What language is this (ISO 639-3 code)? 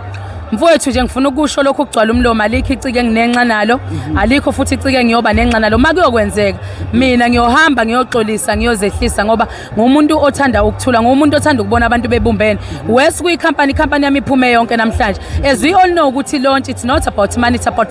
zul